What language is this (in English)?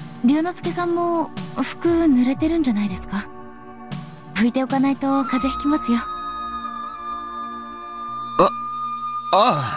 Japanese